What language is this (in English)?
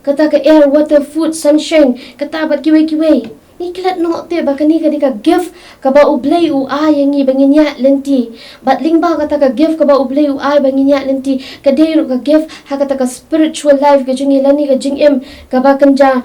Khasi